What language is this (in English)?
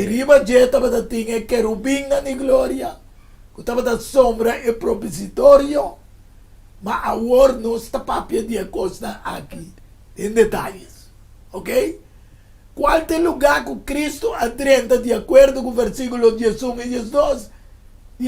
Papiamento